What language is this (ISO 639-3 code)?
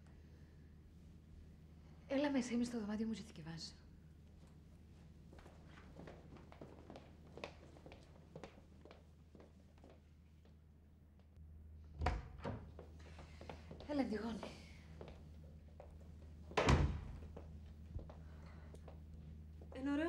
ell